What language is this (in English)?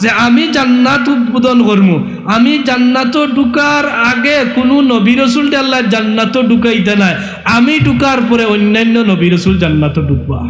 Sylheti